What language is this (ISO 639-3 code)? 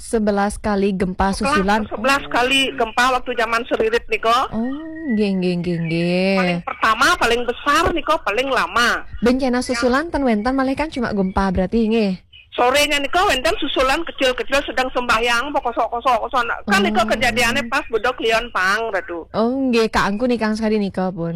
ban